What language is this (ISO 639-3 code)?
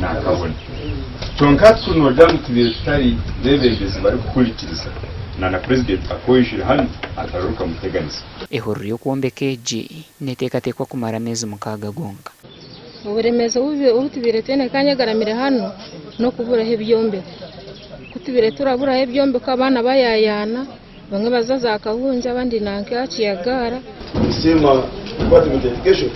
nyn